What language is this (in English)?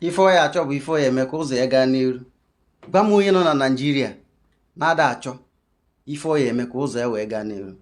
Igbo